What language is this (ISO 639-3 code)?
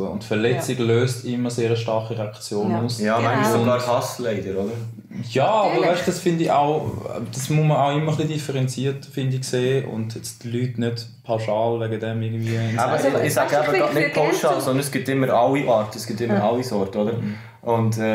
gsw